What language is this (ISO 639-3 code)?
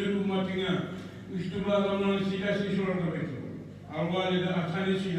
kum